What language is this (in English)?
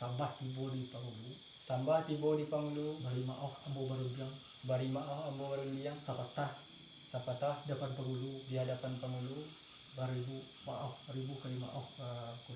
Minangkabau